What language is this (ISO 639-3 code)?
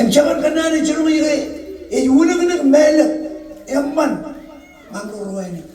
mah